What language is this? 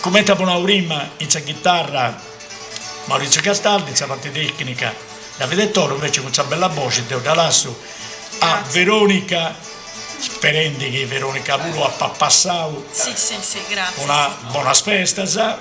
Sardinian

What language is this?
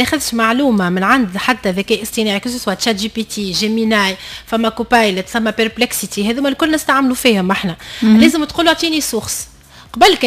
Tunisian Arabic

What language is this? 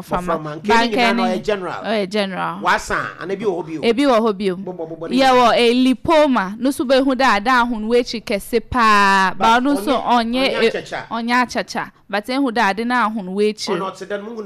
Akan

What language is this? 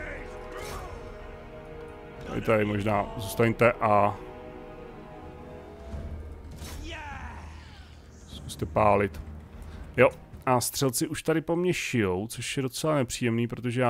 Czech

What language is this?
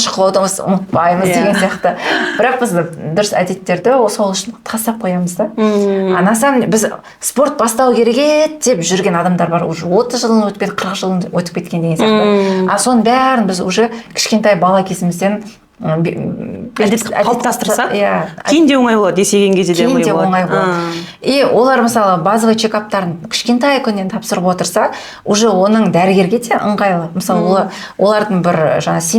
Kazakh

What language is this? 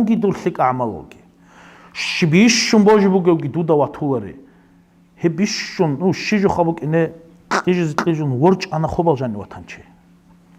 Avaric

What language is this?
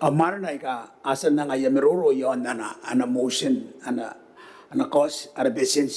Gilbertese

